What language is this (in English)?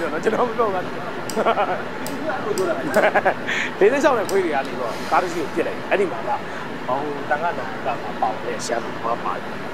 Burmese